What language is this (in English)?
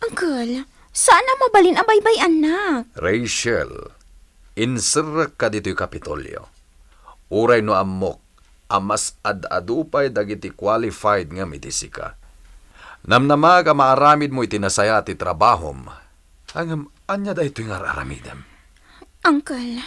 Iloko